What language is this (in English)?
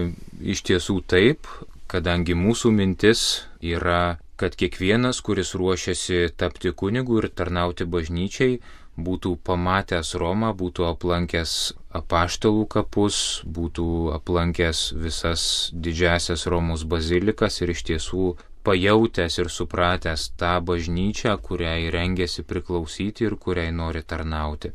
Lithuanian